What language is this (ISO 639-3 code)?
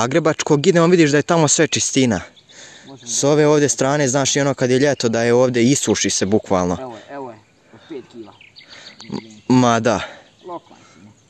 hrv